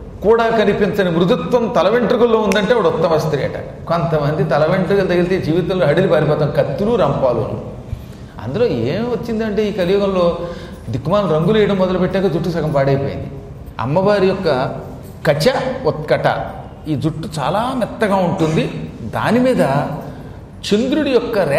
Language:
Telugu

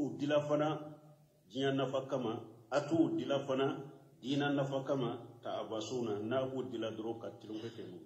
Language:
Bambara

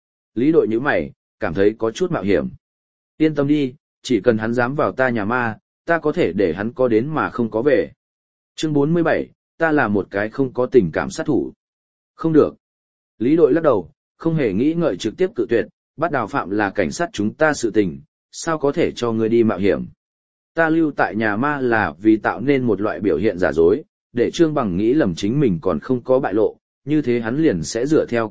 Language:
Vietnamese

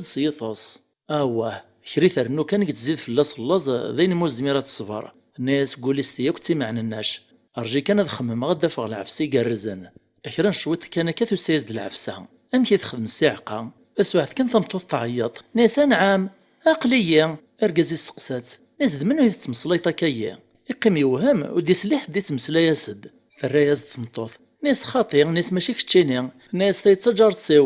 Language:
Kabyle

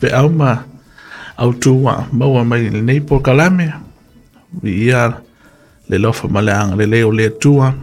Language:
Samoan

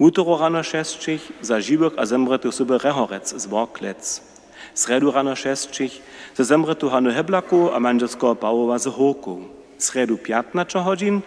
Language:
Upper Sorbian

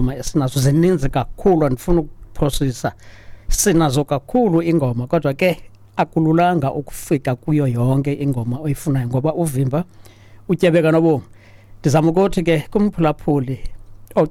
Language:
Xhosa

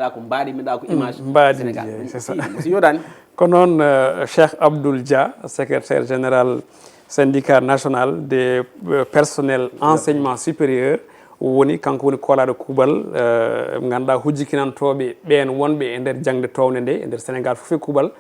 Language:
Fula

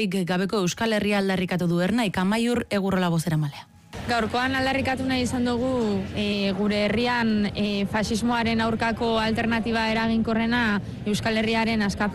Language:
Basque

